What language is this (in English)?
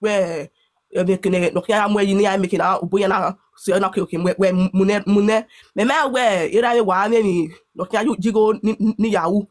Nigerian Pidgin